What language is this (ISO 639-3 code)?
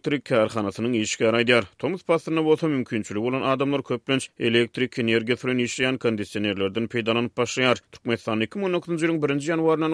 tuk